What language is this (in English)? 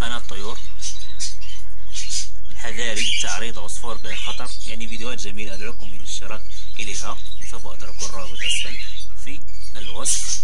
Arabic